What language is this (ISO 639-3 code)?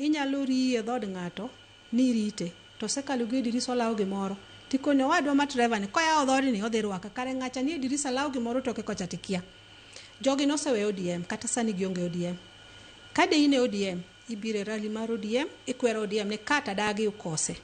luo